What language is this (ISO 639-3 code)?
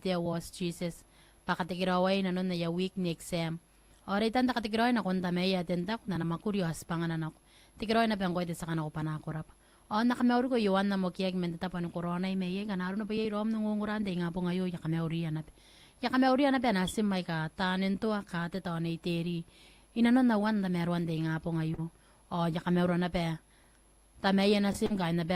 gil